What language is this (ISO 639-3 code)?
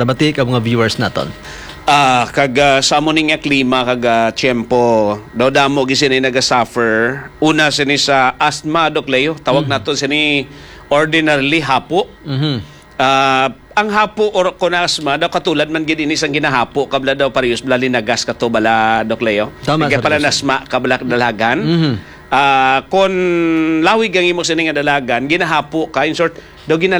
hil